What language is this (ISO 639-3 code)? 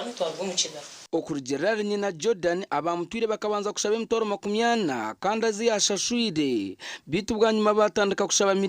nyn